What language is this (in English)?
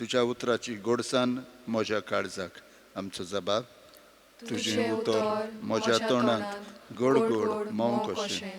Konkani